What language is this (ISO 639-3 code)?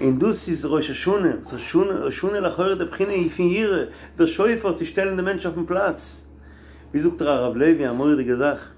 yid